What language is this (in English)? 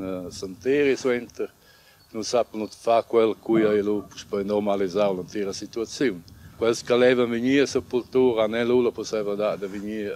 Romansh